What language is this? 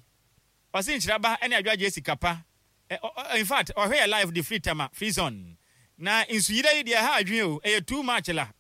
Akan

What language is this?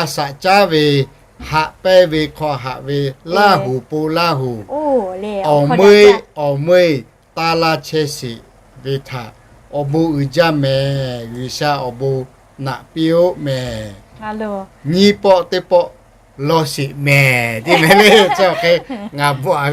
Lahu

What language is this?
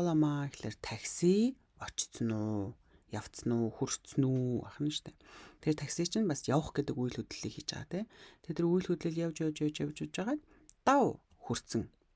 Mongolian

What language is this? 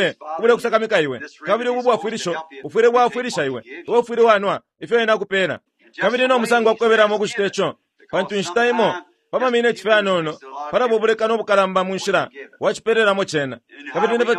Bemba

